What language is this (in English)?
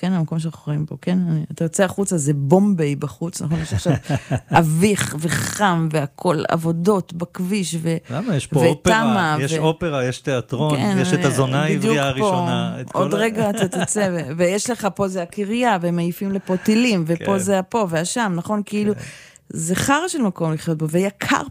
Hebrew